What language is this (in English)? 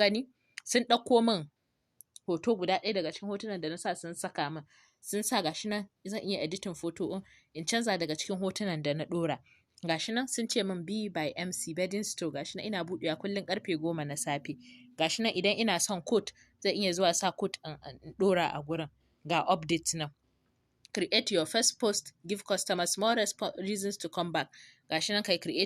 Hausa